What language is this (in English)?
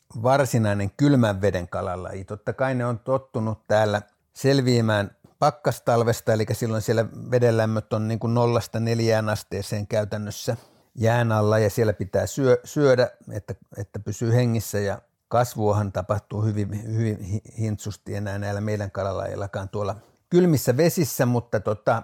Finnish